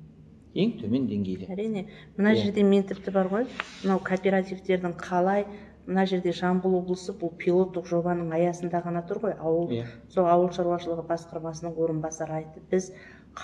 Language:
Kazakh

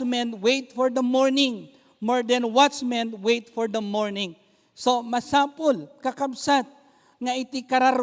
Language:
Iloko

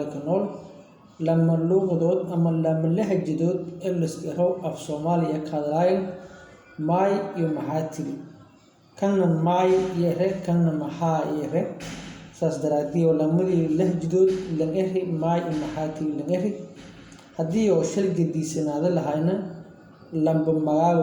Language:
Somali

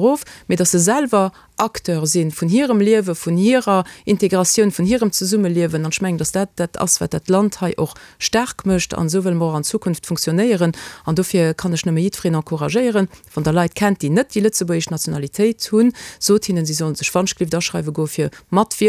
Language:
Luxembourgish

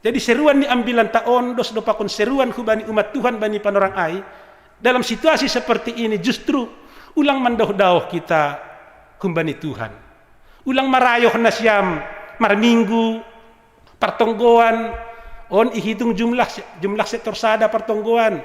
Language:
Batak Simalungun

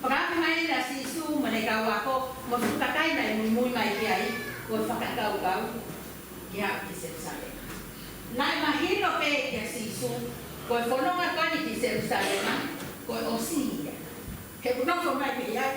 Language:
Tongan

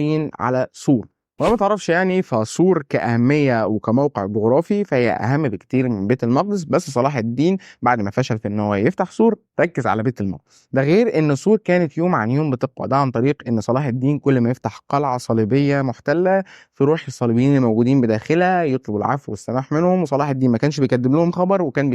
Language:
Egyptian Arabic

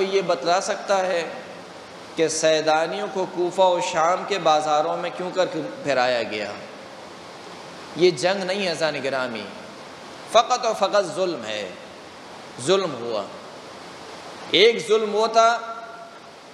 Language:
Urdu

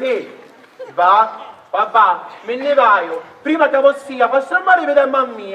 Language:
Sicilian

